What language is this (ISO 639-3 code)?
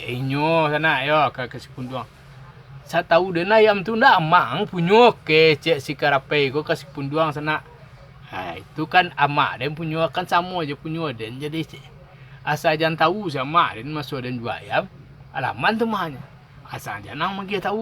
min